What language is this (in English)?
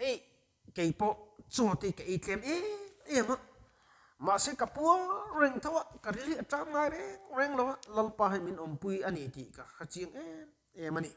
Mizo